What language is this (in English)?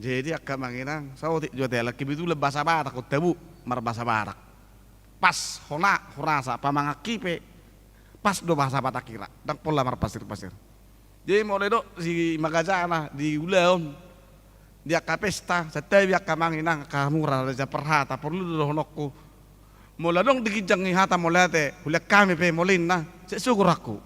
Batak Toba